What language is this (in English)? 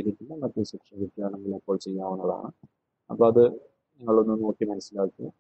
Malayalam